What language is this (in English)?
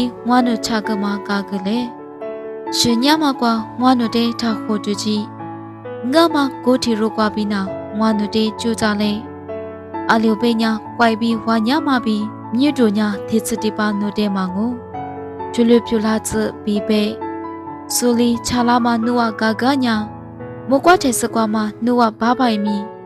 Lisu